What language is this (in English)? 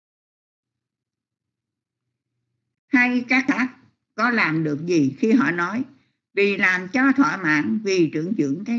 Vietnamese